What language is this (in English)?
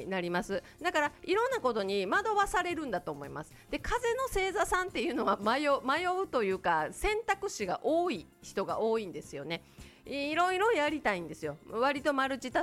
Japanese